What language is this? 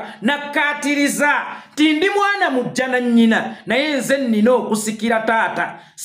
Ganda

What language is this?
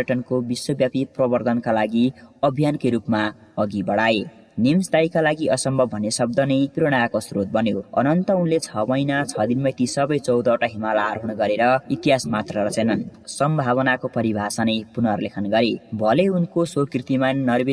Nepali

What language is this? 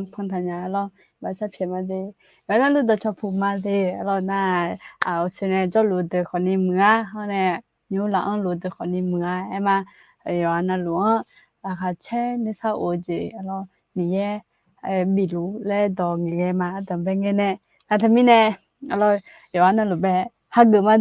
Akha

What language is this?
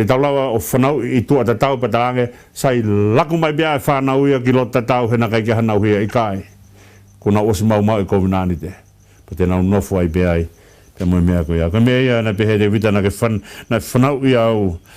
Tongan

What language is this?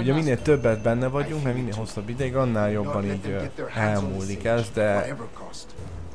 Hungarian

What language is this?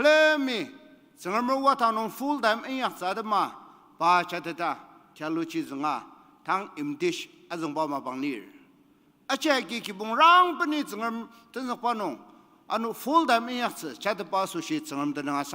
Ao Naga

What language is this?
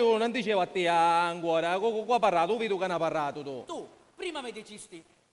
Sicilian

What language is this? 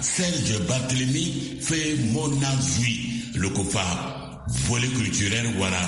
Sango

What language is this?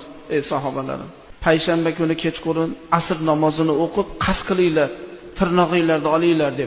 Uzbek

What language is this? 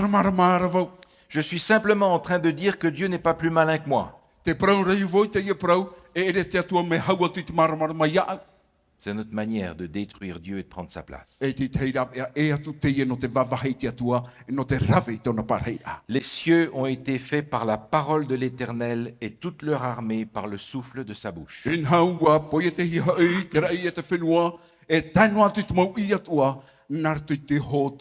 Tahitian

